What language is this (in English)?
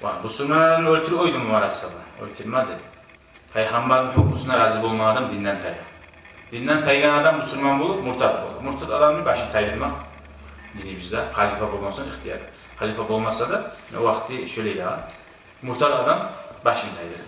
Kumyk